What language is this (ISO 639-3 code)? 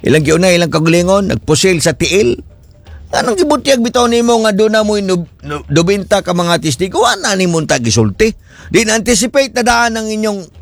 ceb